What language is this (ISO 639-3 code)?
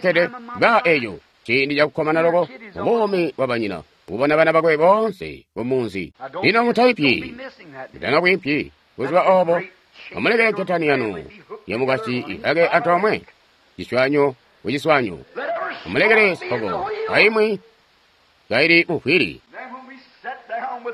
toi